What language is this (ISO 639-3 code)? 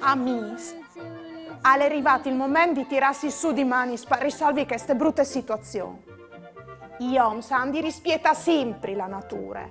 fur